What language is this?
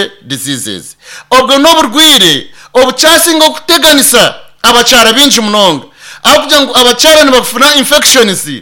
Nyankole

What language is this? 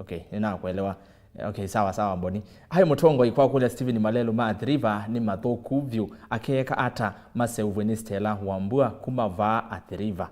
Kamba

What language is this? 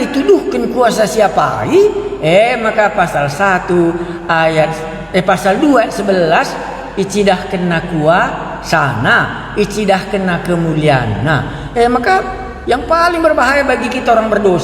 Batak Karo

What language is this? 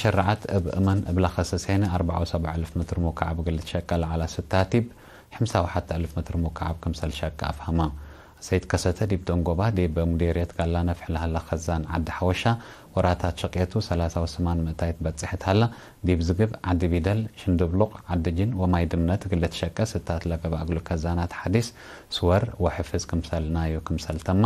Tigre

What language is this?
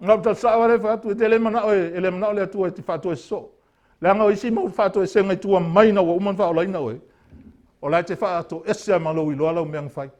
Samoan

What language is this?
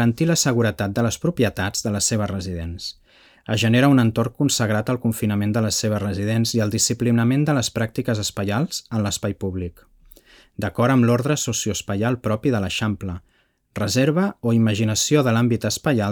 Catalan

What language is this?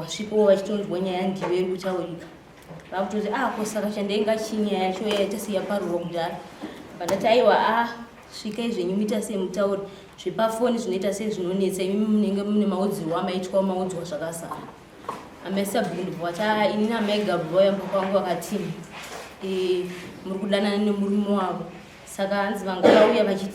Shona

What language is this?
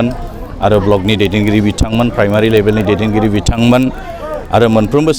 Bodo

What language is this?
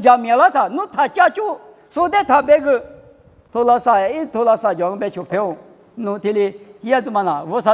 Lisu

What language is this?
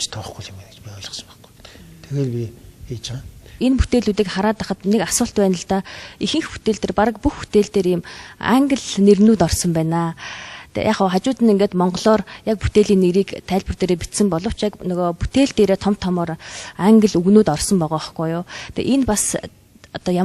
Mongolian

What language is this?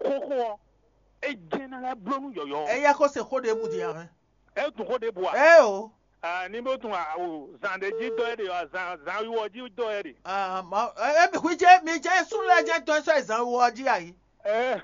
Fon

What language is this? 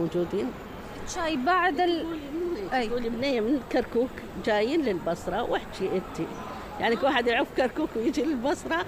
Mesopotamian Arabic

